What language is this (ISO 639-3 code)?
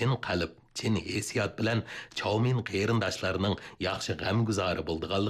uig